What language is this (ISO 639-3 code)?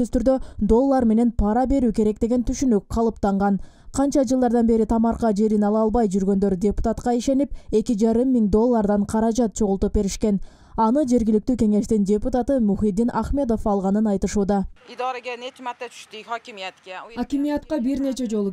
kir